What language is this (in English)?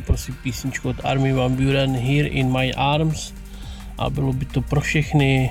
Czech